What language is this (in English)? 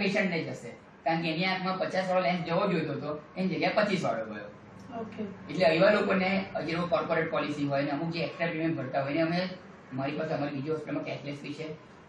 Gujarati